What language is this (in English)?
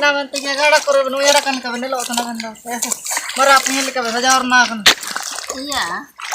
Ho